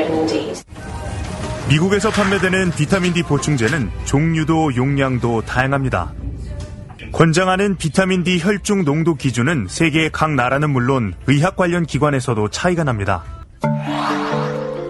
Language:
Korean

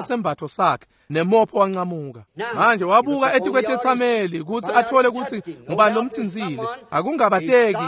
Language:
Swati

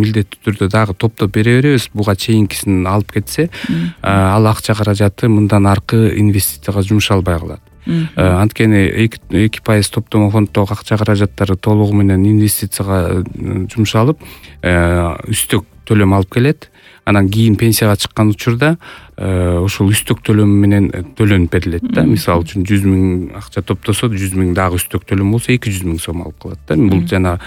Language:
Kyrgyz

